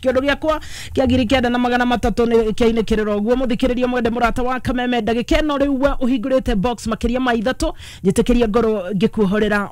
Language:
Kikuyu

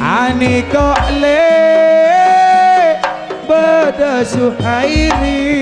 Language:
Madurese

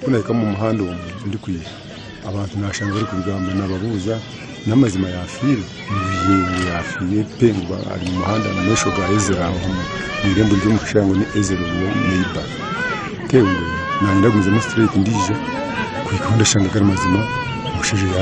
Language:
Nyankole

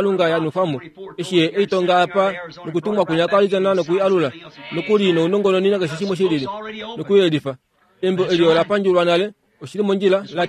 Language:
Kuanyama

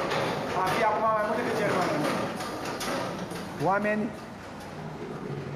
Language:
Romanian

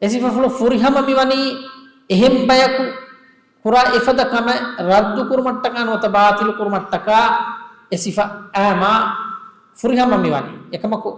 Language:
Divehi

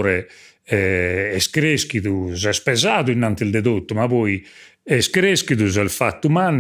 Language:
Sardinian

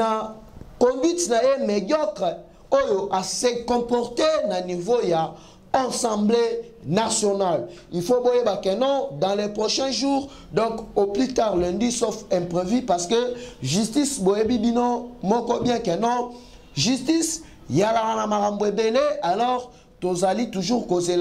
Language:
Lingala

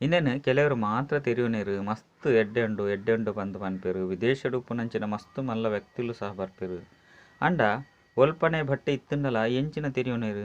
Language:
Tulu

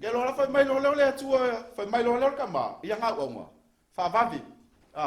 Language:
Samoan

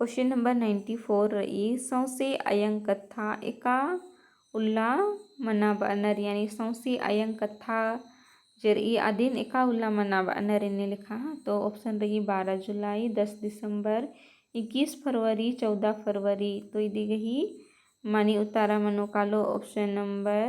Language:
Kurukh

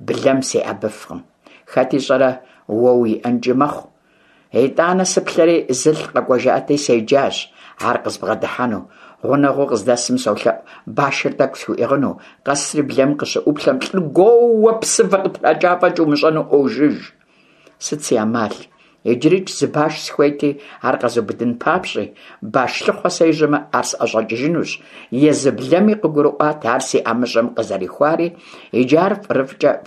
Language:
Kabardian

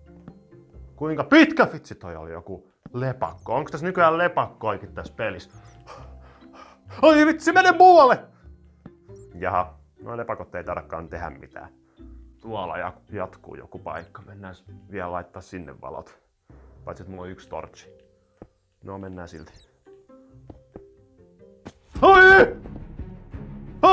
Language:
Finnish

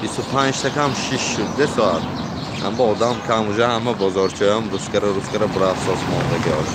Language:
Tajik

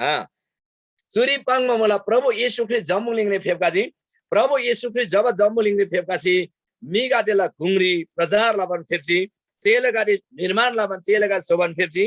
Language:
Eastern Tamang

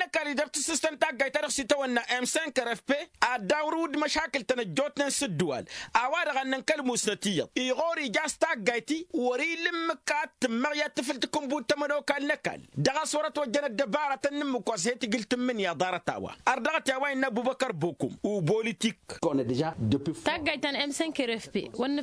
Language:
Tamasheq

